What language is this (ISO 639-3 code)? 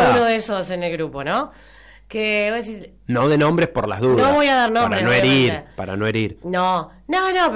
spa